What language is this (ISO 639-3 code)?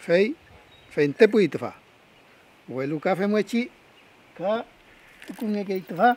arn